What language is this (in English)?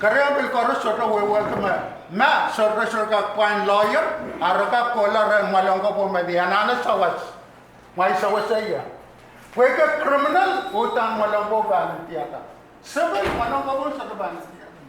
Pohnpeian